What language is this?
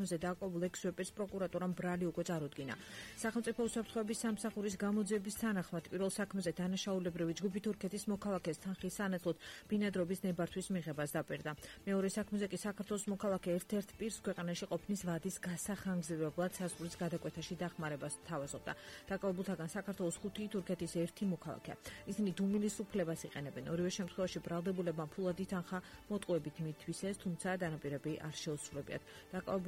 Georgian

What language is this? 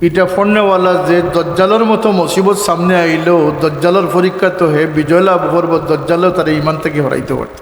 Sylheti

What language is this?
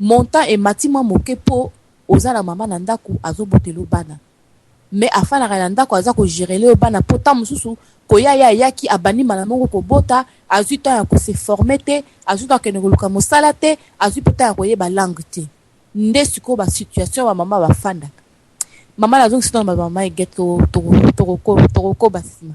Lingala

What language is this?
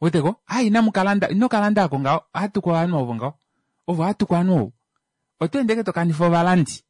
Kuanyama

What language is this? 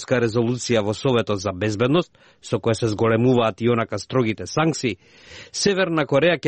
Macedonian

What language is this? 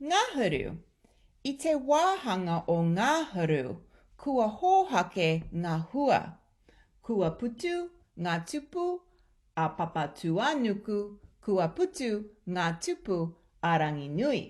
Māori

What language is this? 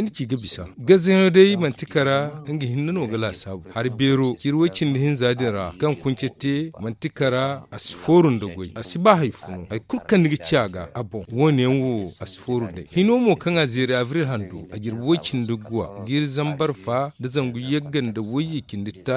Zarma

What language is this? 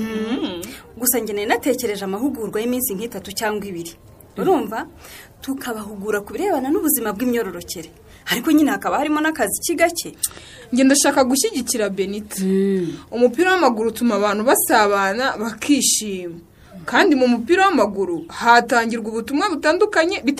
Kinyarwanda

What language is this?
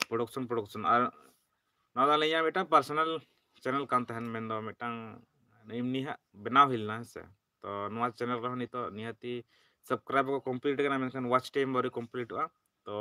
Santali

